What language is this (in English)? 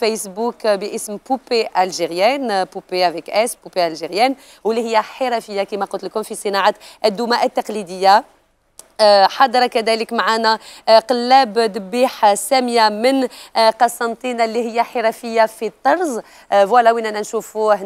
Algerian Arabic